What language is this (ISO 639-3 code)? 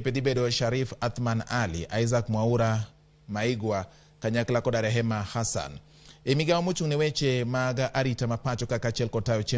luo